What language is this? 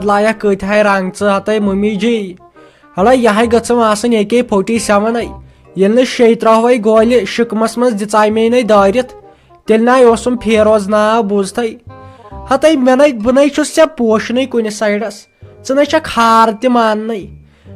Kashmiri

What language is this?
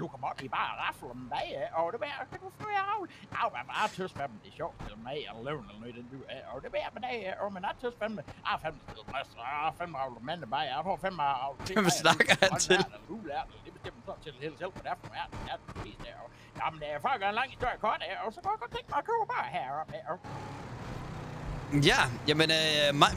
Danish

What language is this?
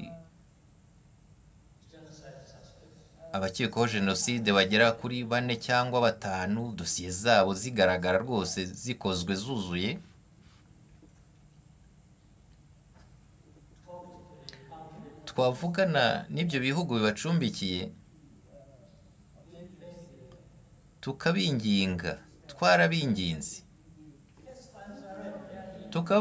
Kinyarwanda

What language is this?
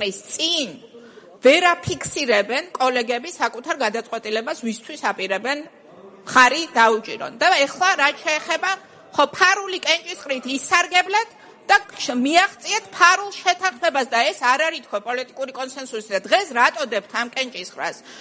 Georgian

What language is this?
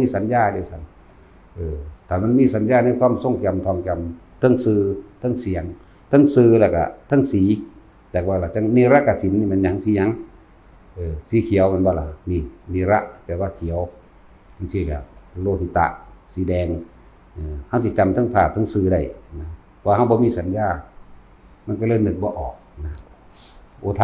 Northeastern Thai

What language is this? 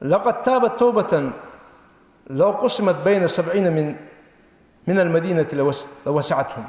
Ingush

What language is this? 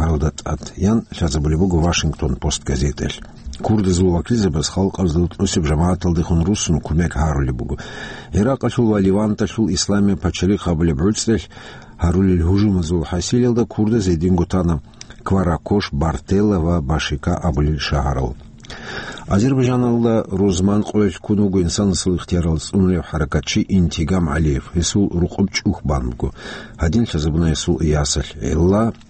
Avaric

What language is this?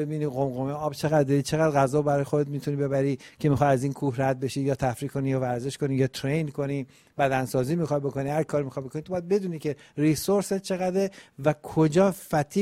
Persian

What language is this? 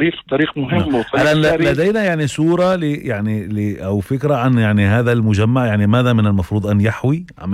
North Levantine Arabic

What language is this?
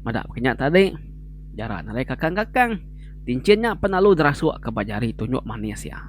Iban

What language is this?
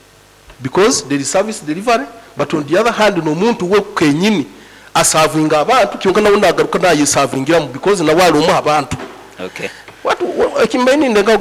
Nyoro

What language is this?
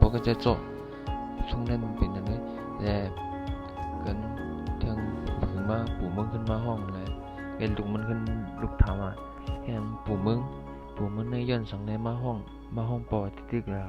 Shan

